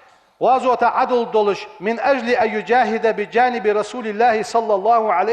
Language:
Ingush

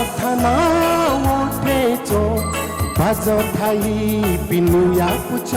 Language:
Newari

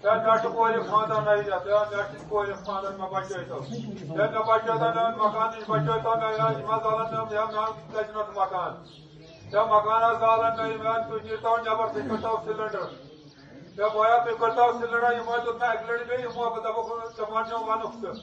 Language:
Kashmiri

